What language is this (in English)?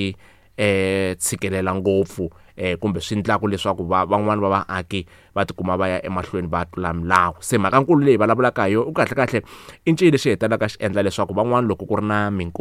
Tsonga